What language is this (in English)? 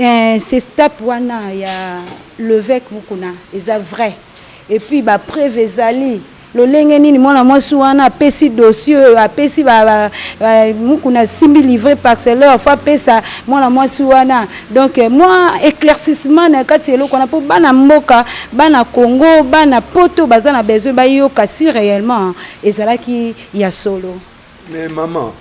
Lingala